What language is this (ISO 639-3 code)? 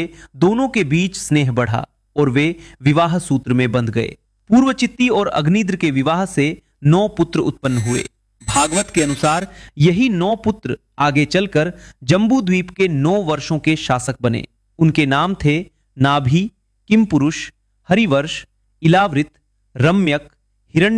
hin